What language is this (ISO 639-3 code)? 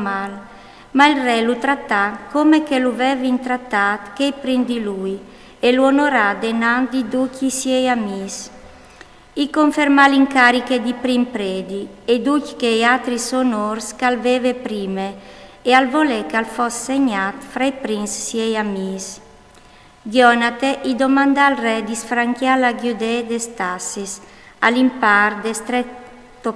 fur